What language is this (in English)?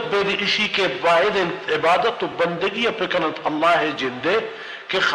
Baluchi